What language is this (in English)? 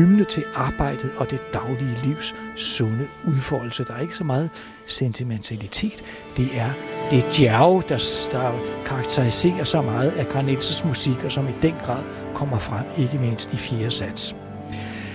Danish